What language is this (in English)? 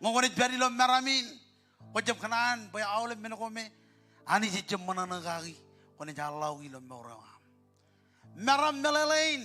Marshallese